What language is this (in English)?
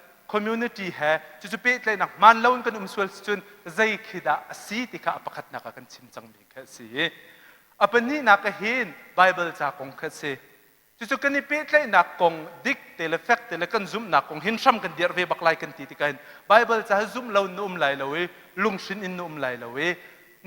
Hakha Chin